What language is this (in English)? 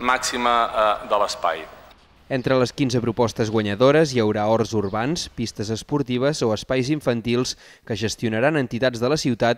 Catalan